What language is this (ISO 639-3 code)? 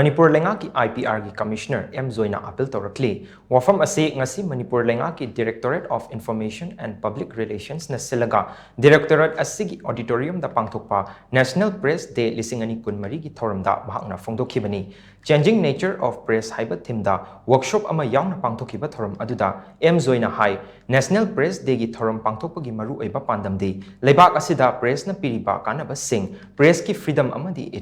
mni